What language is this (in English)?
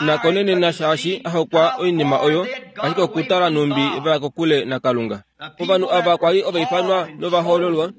Kuanyama